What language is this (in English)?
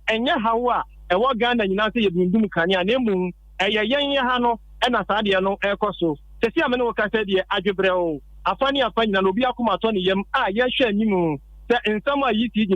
Akan